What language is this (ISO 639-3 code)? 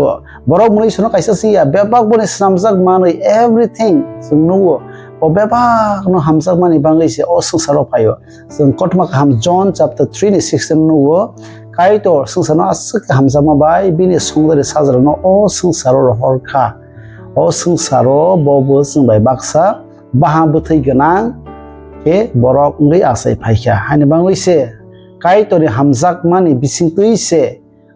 trp